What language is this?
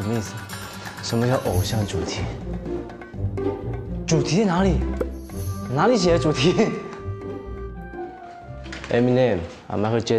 Chinese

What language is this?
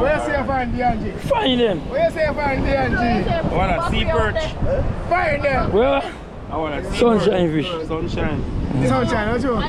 Jamaican Creole English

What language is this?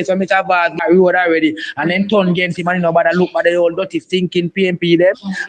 Jamaican Creole English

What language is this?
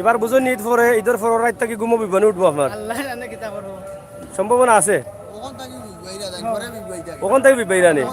Sylheti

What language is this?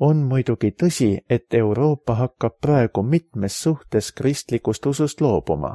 Estonian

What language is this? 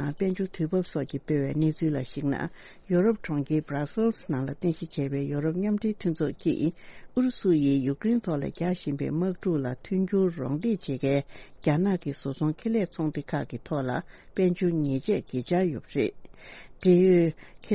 Tibetan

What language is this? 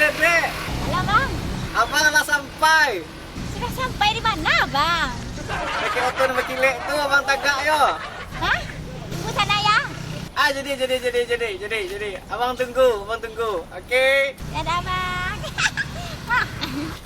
Minangkabau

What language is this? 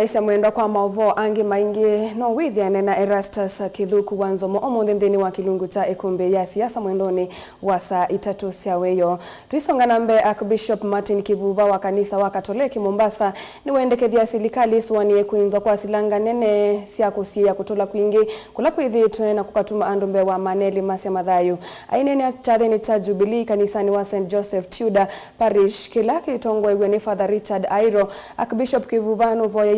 Kamba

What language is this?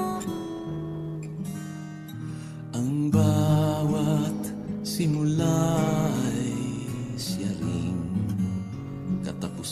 Filipino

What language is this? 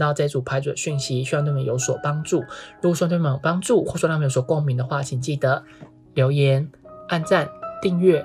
Chinese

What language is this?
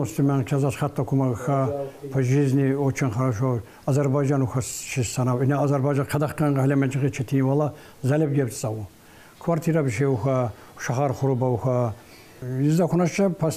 Tsakhur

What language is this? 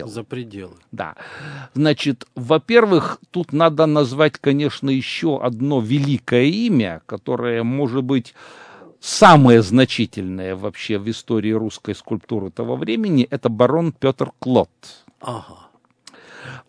Russian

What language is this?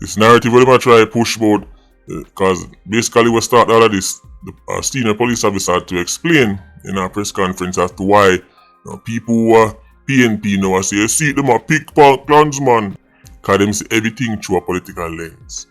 Jamaican Creole English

